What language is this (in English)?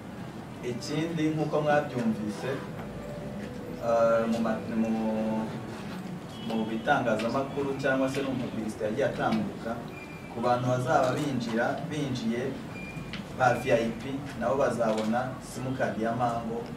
Kinyarwanda